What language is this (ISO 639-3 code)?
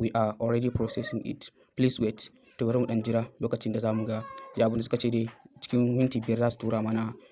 hau